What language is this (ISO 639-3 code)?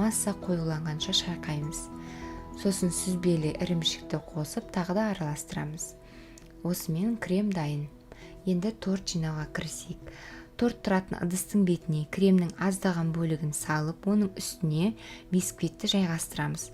kaz